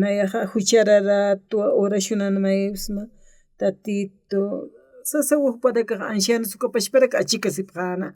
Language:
Aymara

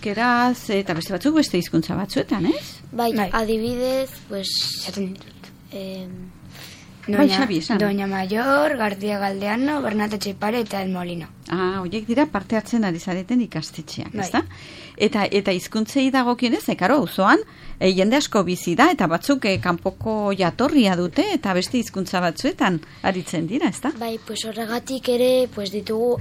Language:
Basque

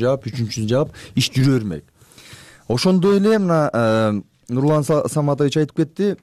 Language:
Kyrgyz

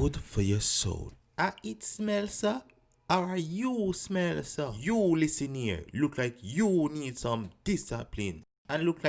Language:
Jamaican Creole English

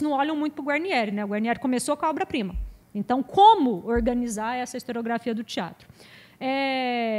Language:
Portuguese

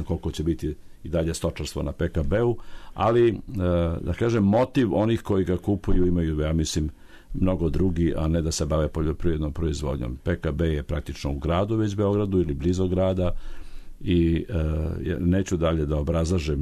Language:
Serbian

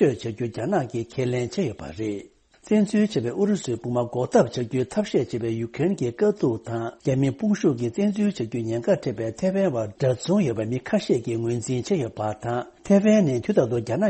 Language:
Tibetan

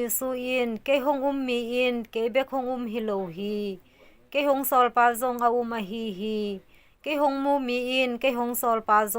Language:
Tedim Chin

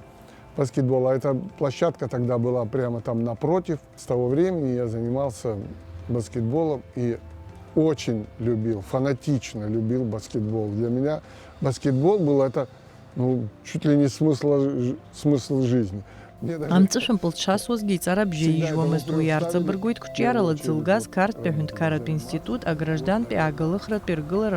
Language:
Abkhazian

